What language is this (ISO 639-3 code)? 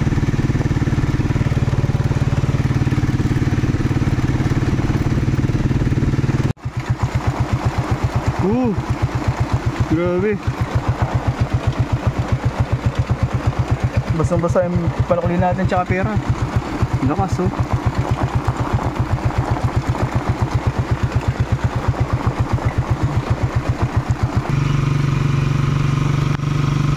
fil